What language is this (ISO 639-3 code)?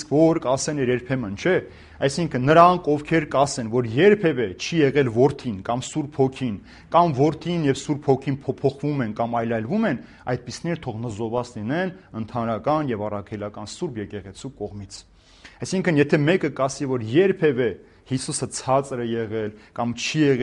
hye